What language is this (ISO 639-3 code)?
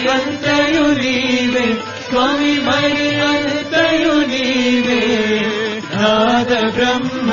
tel